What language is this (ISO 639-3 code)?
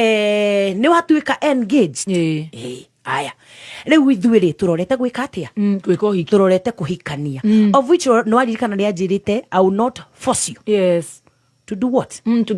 kik